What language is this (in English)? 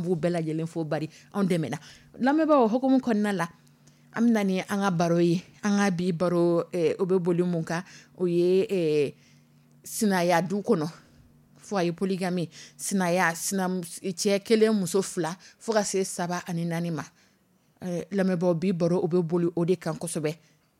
Dyula